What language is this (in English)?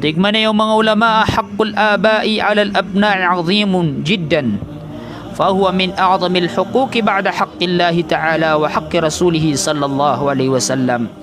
Maranao